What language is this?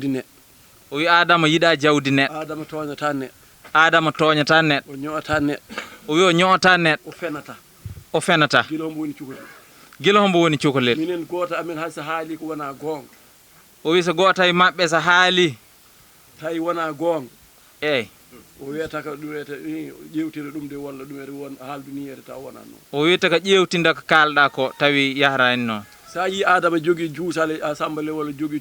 Fula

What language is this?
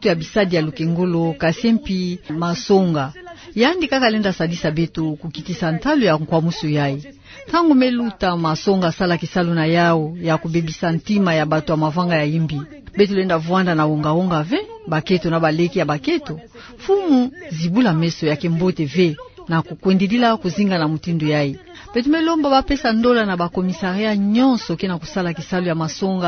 Kituba (Democratic Republic of Congo)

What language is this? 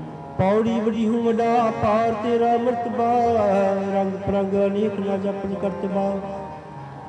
Punjabi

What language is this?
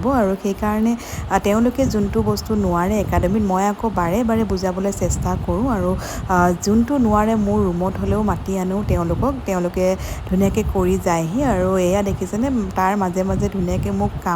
Assamese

